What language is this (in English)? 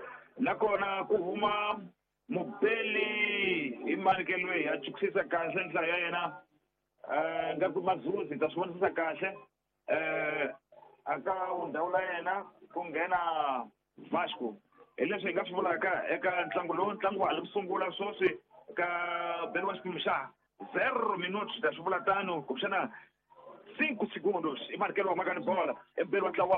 Tsonga